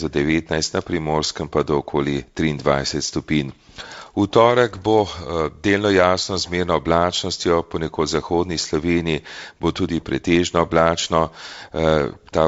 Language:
Slovenian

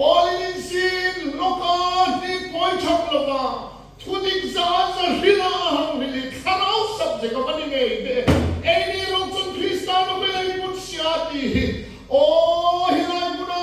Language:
Hmar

